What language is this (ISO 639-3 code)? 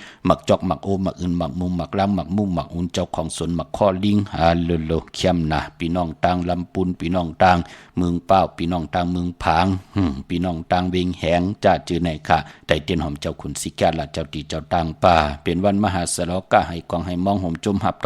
shn